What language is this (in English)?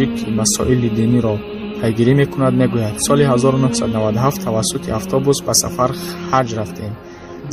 Tajik